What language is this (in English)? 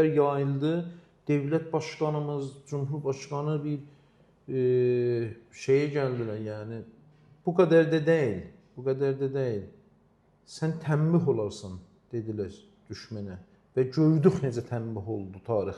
Azerbaijani